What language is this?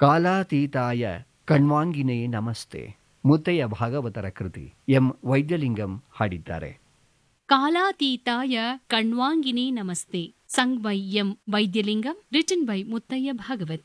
Kannada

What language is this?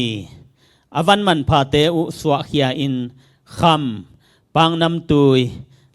Tedim Chin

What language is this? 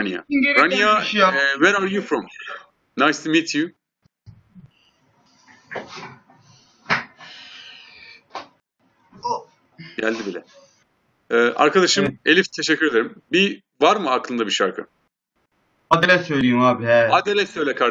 Turkish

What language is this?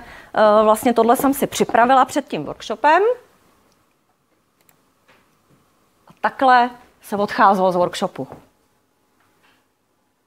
Czech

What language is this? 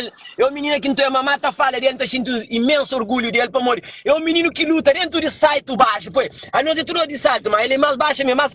Kabuverdianu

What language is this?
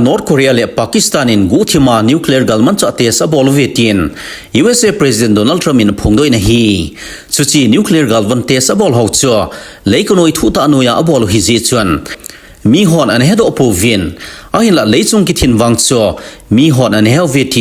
Thado Chin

